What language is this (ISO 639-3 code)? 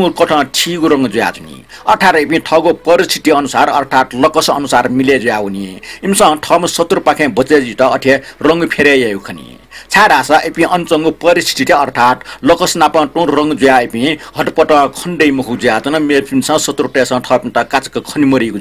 new